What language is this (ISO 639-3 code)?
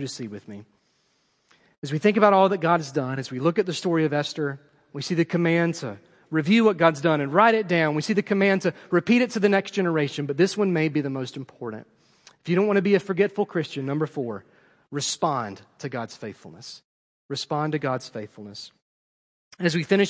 eng